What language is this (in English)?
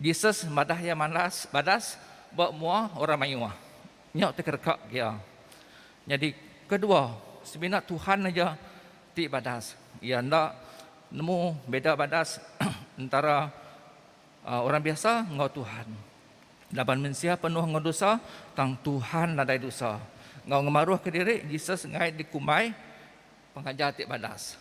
Iban